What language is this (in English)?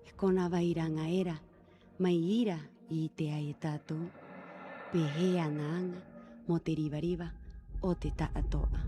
Rapanui